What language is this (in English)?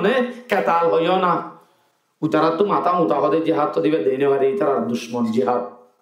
Rohingya